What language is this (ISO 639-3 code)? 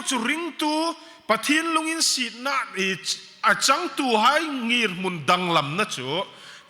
hmr